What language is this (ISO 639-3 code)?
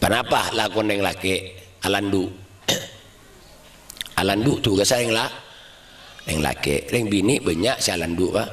mad